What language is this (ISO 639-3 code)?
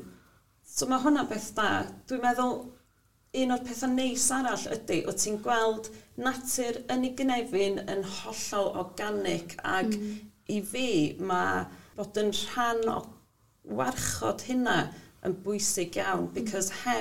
cym